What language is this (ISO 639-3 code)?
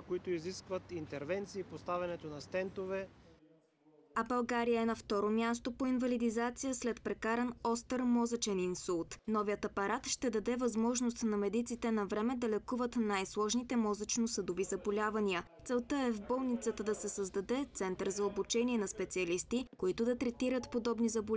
bul